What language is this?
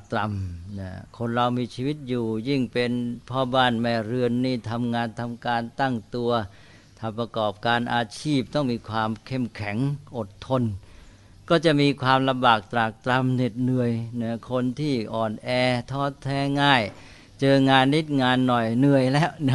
Thai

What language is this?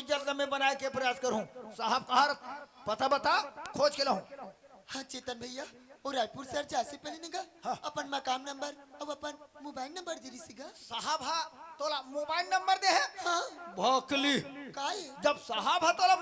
Chhattisgarhi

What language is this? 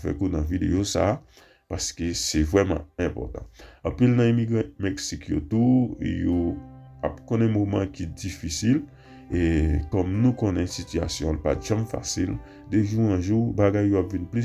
Haitian Creole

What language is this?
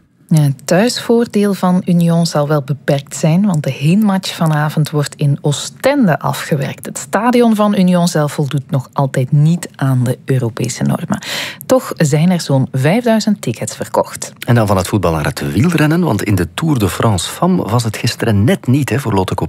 Dutch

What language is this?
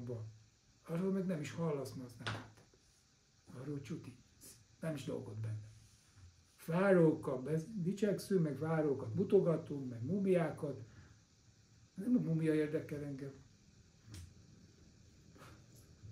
Hungarian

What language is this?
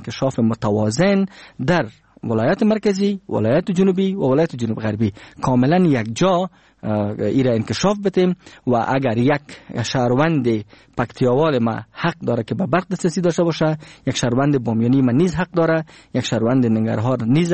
Persian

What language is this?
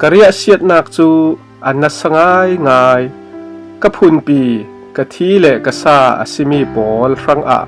Falam Chin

